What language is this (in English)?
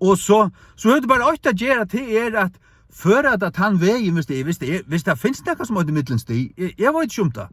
Faroese